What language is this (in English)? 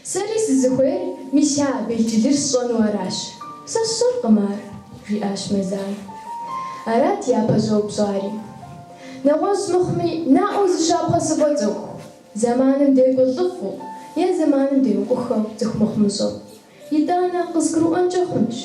Kabardian